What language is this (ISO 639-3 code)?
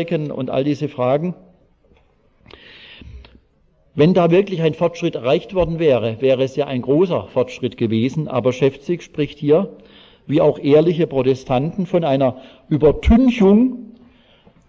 deu